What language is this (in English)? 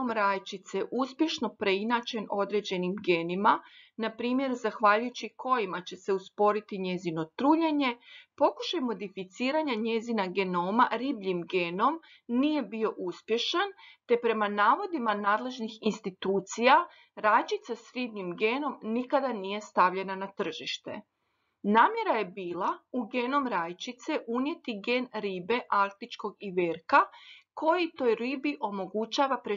Croatian